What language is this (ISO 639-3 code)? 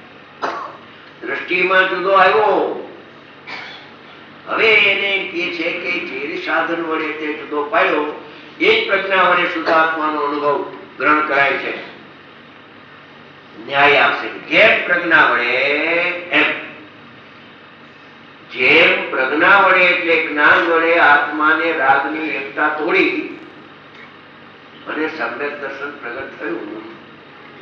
guj